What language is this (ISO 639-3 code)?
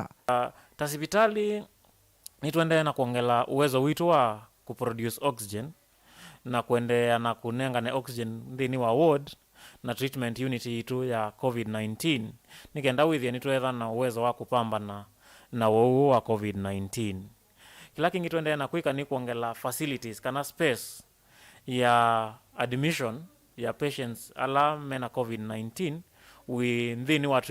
kam